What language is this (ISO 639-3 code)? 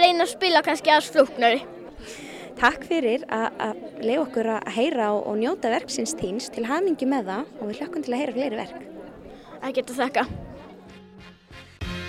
isl